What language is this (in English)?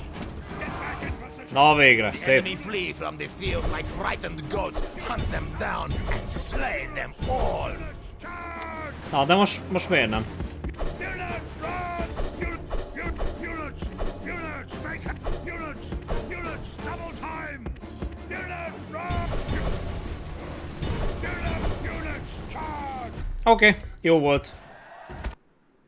Hungarian